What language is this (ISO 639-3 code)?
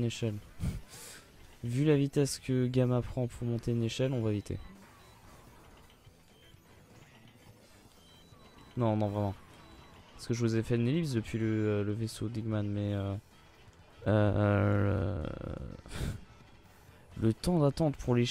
fra